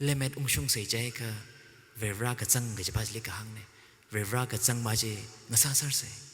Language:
Tangkhul Naga (India)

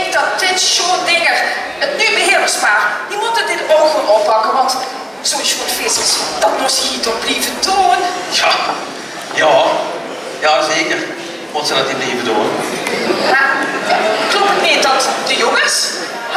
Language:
Limburgish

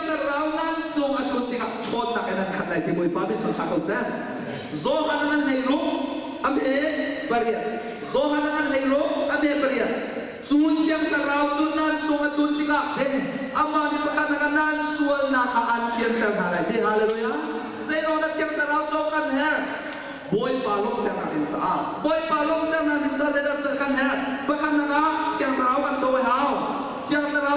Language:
Hakha Chin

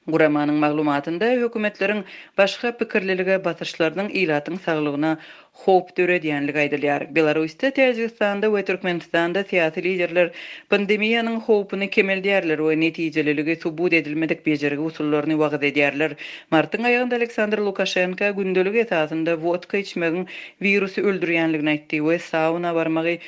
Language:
Turkmen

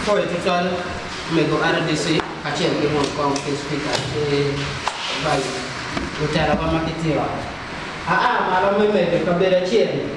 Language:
Acoli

